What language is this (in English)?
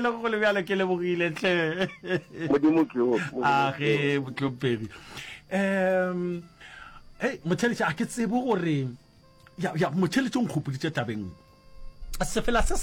Northern Sotho